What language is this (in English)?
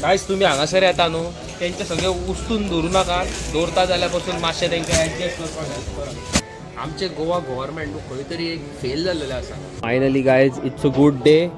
Konkani